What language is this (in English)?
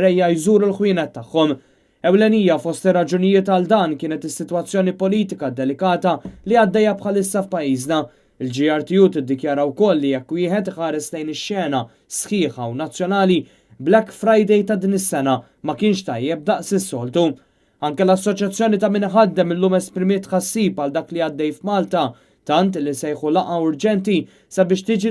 Maltese